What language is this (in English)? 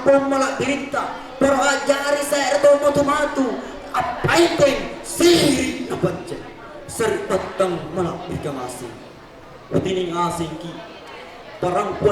Makasar